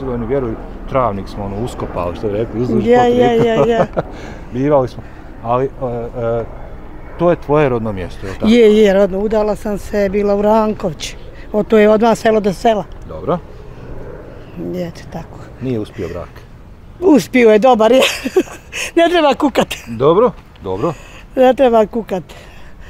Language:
Bosnian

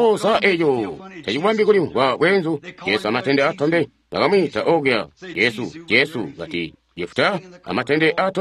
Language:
Tonga (Zambia)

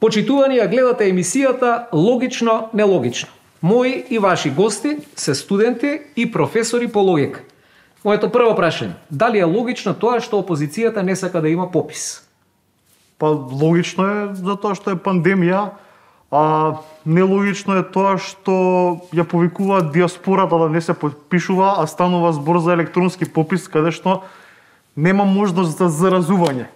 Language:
Macedonian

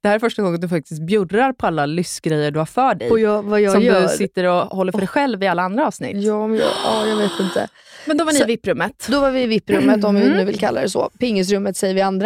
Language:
Swedish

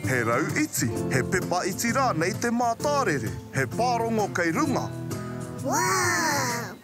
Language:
Māori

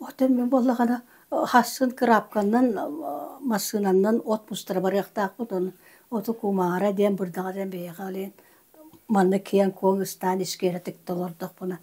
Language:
Yakut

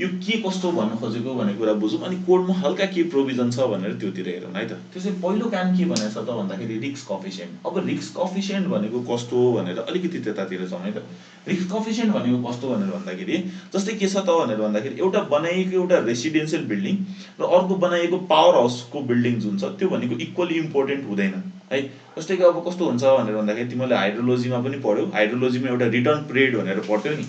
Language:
Nepali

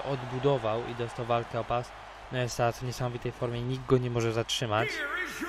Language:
Polish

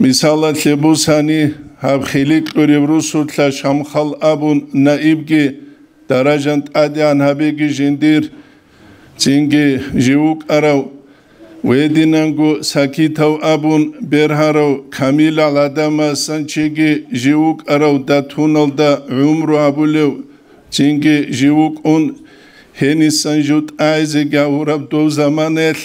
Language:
Avaric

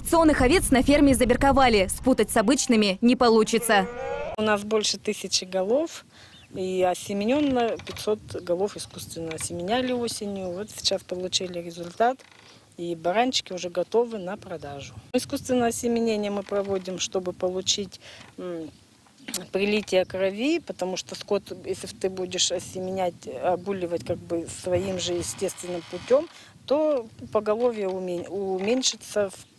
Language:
Russian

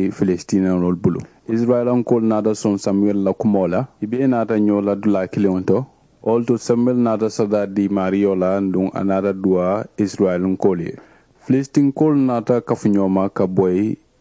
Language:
Mandingo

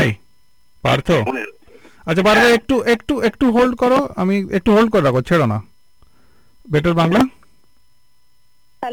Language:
Bangla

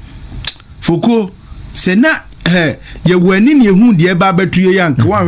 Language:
Akan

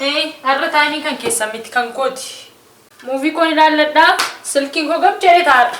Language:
Oromo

